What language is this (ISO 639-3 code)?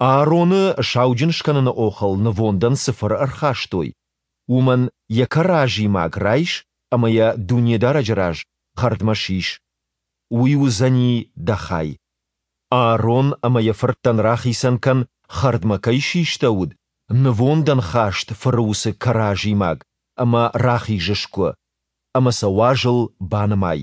oss